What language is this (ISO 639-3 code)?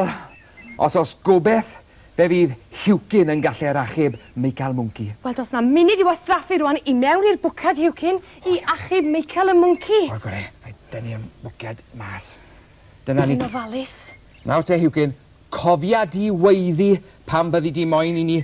cym